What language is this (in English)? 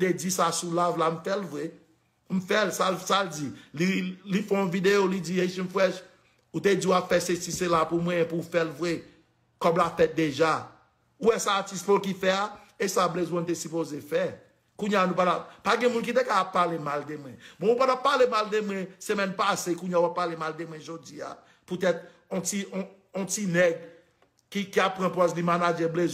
Haitian Creole